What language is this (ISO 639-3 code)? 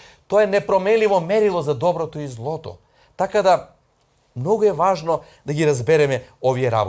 mkd